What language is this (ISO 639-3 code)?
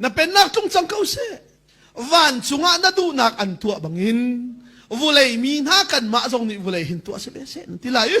cnh